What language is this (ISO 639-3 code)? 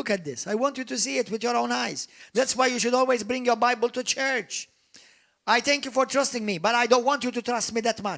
eng